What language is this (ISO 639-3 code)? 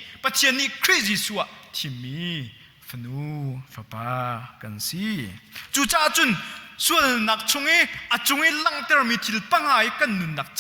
cnh